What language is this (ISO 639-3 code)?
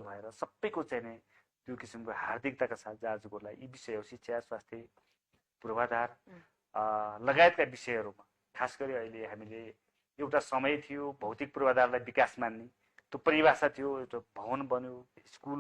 nep